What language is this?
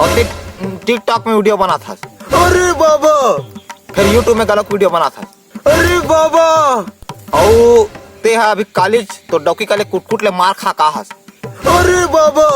Chhattisgarhi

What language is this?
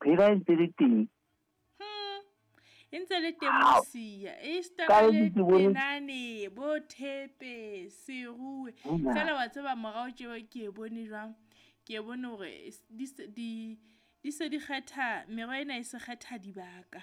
Southern Sotho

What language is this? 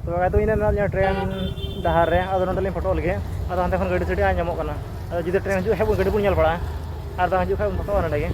Santali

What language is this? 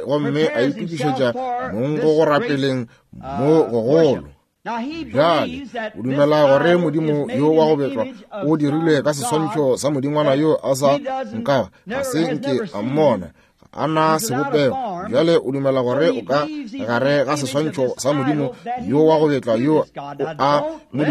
Northern Sotho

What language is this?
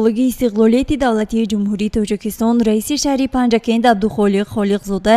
Tajik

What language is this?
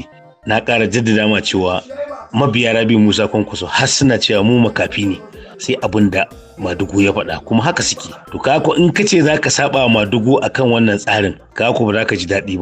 Hausa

